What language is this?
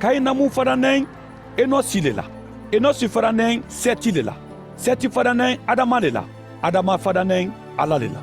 Mandingo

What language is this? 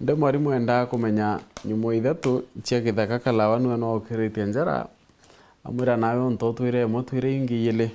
Meru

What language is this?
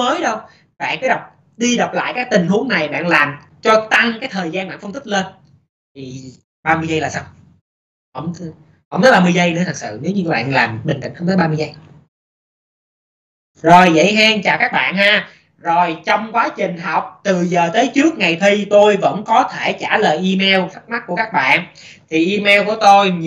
Vietnamese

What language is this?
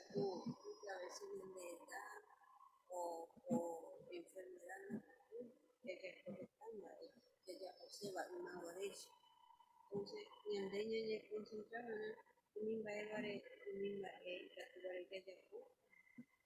Guarani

